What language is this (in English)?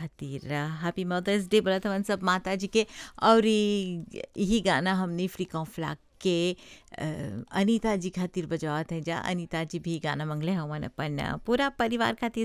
Bhojpuri